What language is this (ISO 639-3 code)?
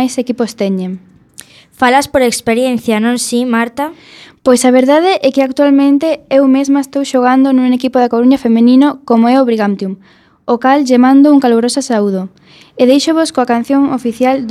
glg